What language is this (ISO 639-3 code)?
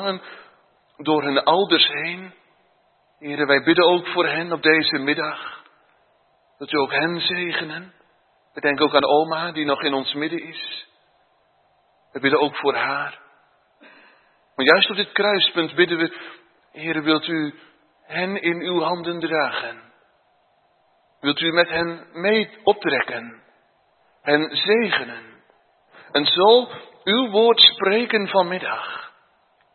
nld